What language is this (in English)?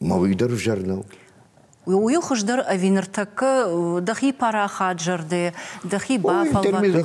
Ossetic